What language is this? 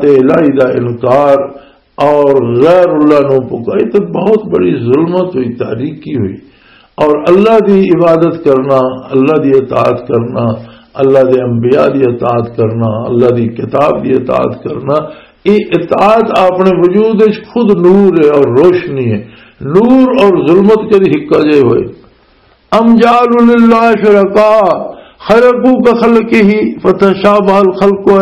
Western Panjabi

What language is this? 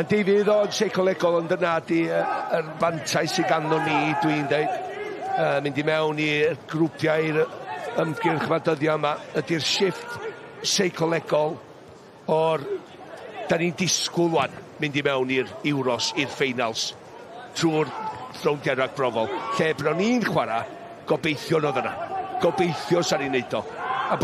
Welsh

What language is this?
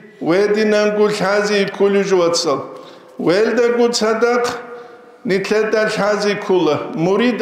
Avaric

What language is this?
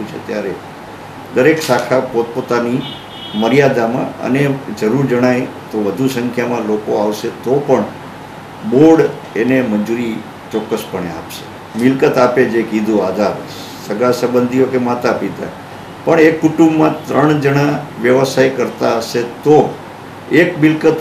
Gujarati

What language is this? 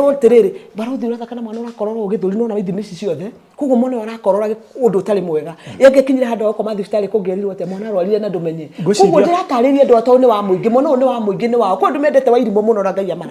Kikuyu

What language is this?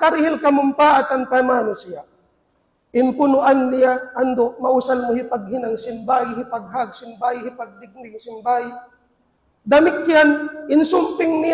Tausug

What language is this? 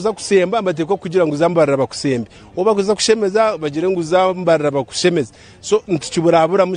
Nyankole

